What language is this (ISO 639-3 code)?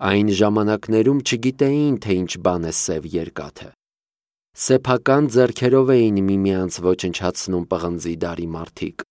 hye